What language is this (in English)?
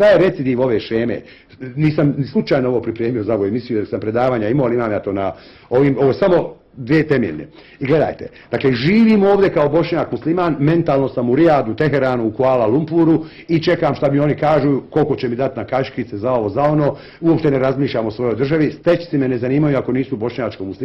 Bosnian